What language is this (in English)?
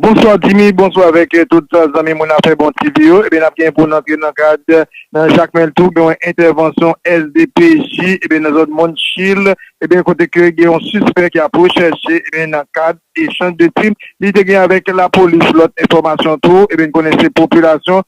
Haitian Creole